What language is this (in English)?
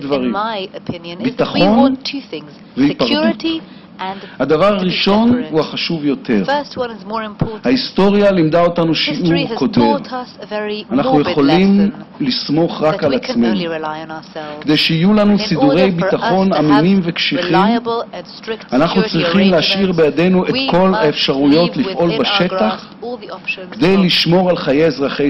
Hebrew